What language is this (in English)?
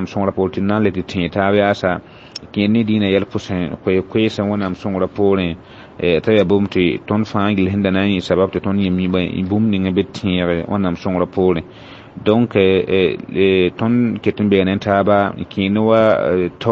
Mossi